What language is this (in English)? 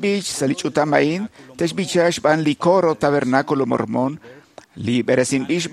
Kekchí